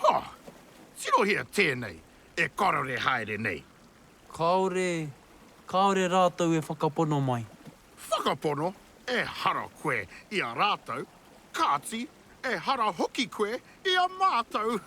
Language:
Māori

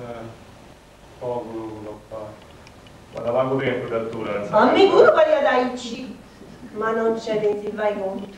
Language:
Sardinian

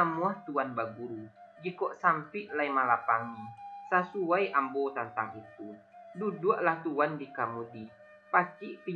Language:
Minangkabau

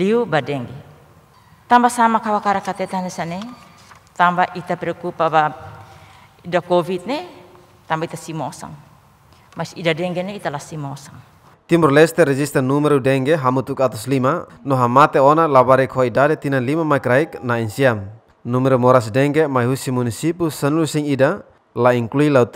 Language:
Tetum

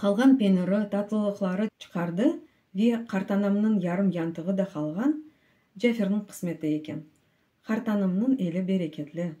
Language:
Crimean Tatar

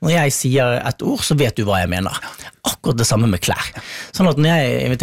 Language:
Norwegian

